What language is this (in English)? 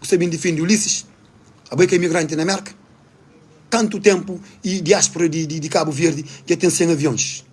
Kabuverdianu